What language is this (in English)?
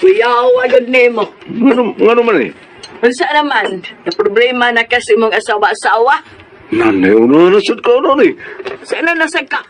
Cebuano